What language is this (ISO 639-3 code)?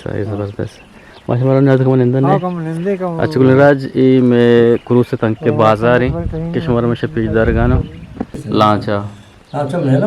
bgp